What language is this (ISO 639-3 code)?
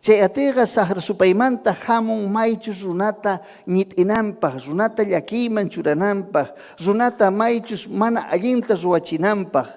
quy